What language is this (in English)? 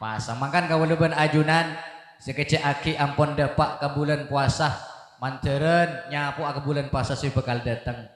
Madurese